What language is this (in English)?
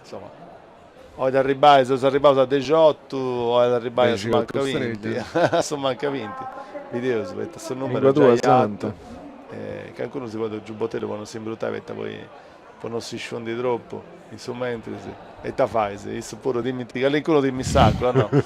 Sardinian